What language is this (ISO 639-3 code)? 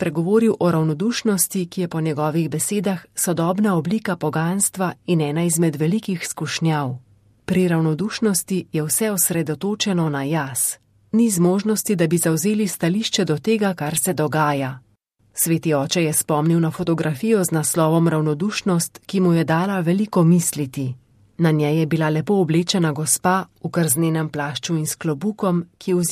slv